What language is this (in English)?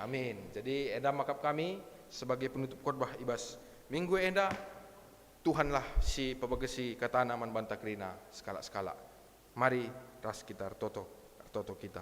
Batak Karo